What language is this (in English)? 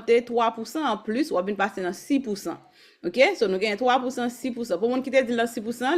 Haitian Creole